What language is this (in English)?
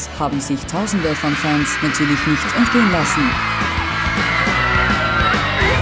German